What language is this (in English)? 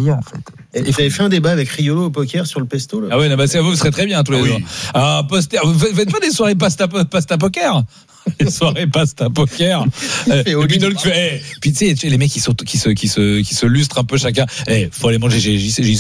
French